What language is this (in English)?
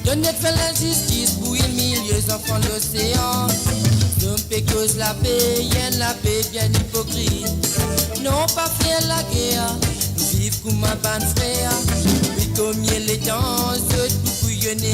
Morisyen